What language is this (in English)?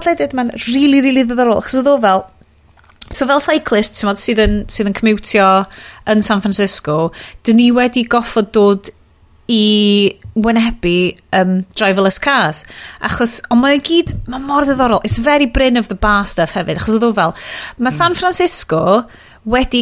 Welsh